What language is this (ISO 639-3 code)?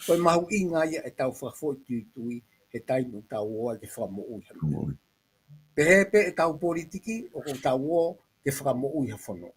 ton